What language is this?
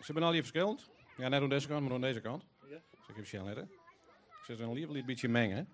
Western Frisian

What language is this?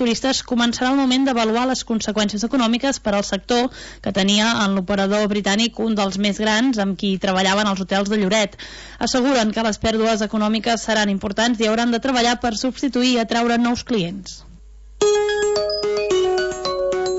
Catalan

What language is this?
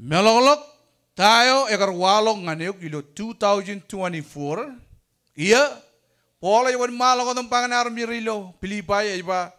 Marshallese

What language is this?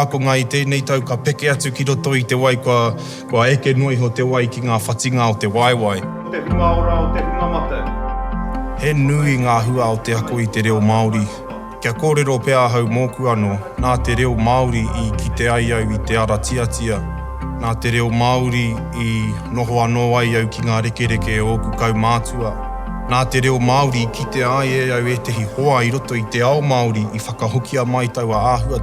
Māori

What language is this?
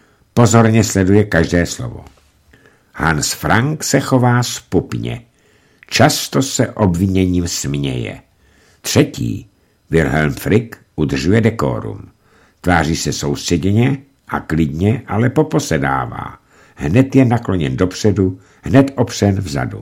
Czech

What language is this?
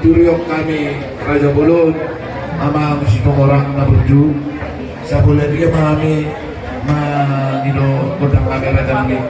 Batak Toba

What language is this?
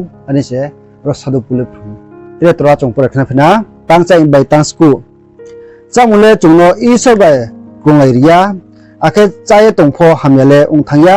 Riang (India)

